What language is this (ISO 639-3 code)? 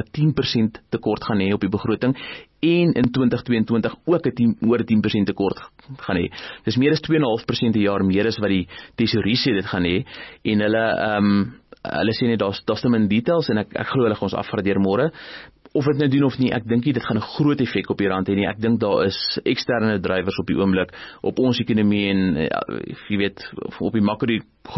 afr